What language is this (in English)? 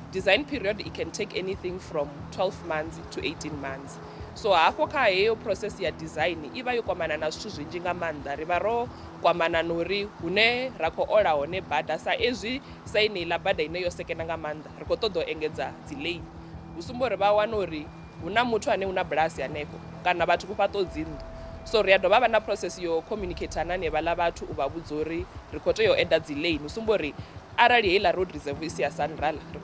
Venda